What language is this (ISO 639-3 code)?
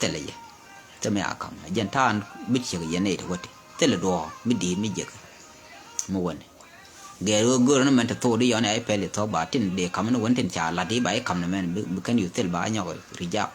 nus